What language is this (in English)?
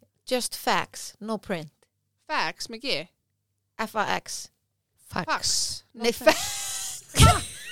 Icelandic